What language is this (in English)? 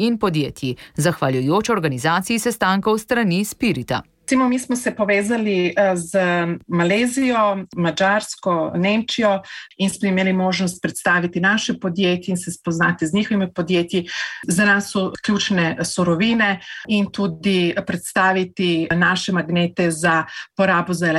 Slovenian